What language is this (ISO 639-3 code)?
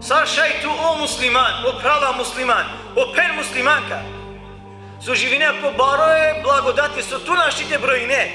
rmn